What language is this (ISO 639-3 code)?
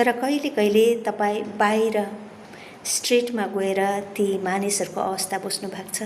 nep